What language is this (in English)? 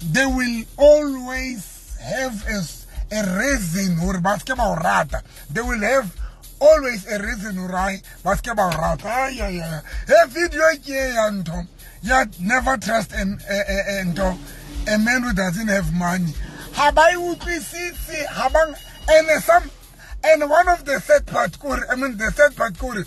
Southern Sotho